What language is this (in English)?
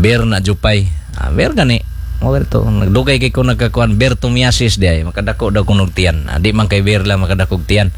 Cebuano